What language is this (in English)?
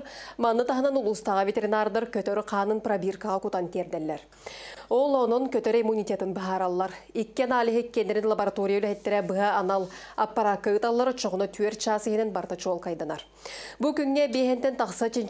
Yakut